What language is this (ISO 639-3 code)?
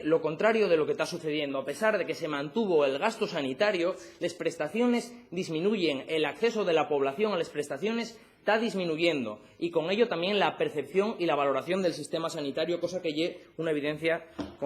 ast